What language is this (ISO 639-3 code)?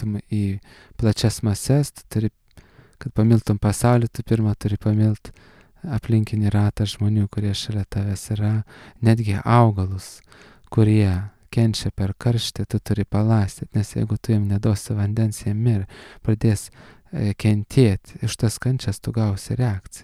lit